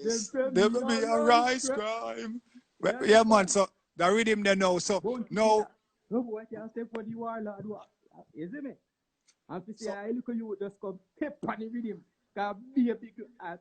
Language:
Jamaican Creole English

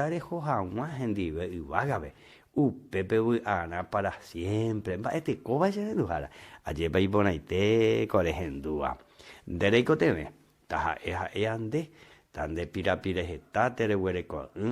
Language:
Guarani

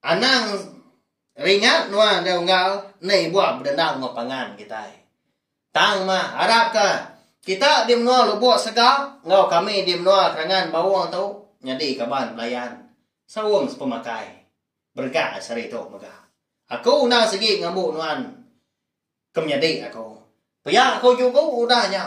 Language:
Iban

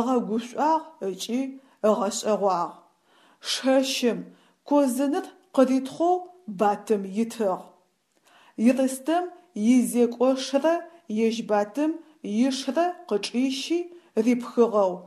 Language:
Adyghe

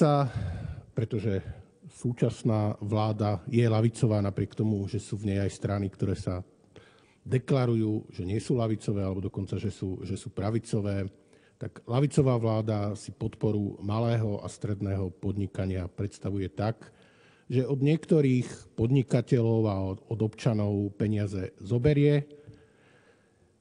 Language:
Slovak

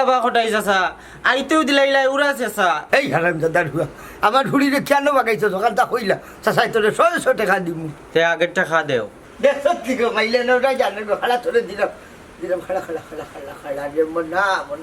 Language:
Sylheti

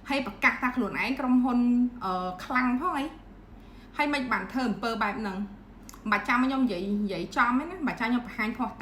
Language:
Khmer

